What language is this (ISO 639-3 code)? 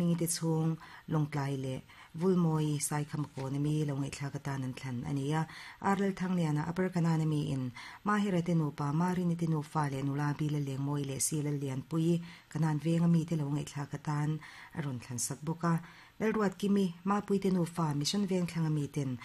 lus